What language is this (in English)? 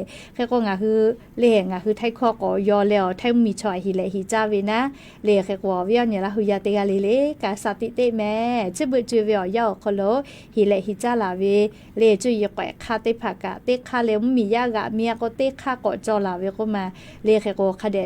Lahu